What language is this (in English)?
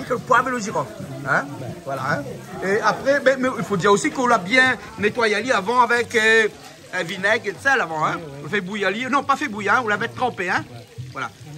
Réunion Creole French